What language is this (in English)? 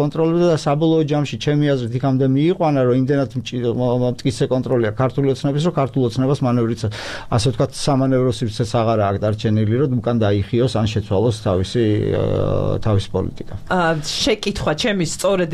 Georgian